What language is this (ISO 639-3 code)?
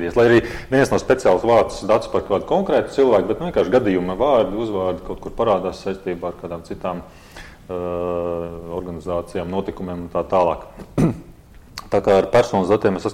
lav